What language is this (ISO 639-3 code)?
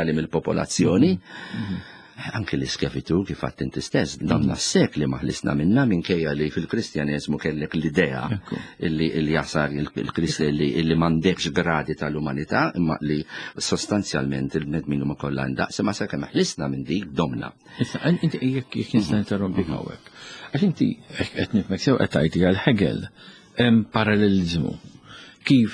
mlt